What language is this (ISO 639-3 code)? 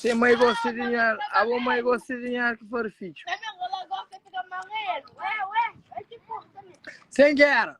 kea